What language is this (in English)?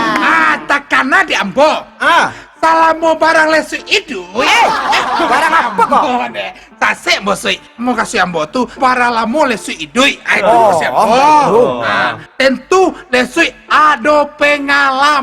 Minangkabau